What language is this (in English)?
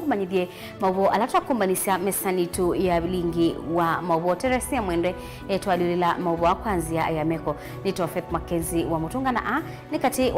Kamba